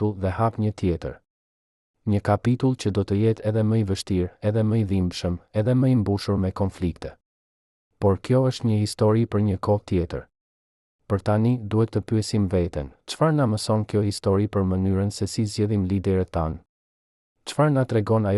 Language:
Albanian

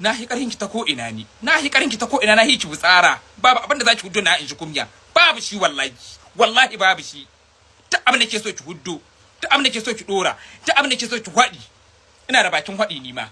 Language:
Hausa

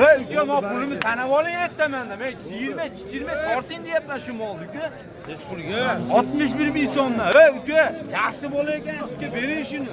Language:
Uzbek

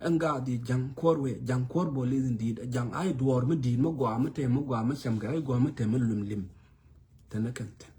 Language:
Nuer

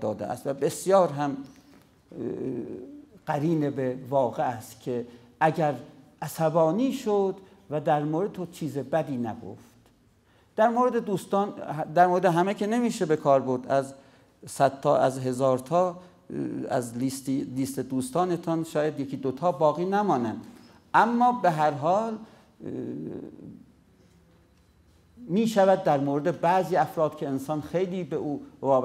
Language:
Persian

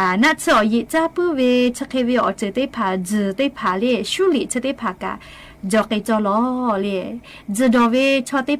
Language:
Lahu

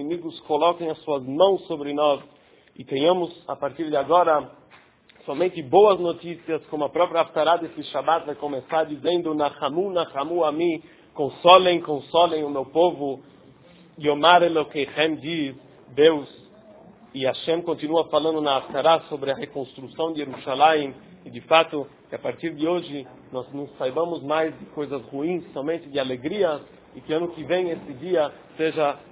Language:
Portuguese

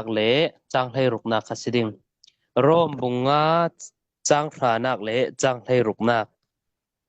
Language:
Falam Chin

